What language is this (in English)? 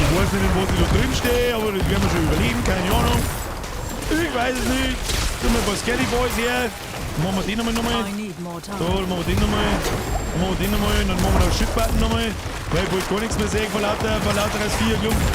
Bavarian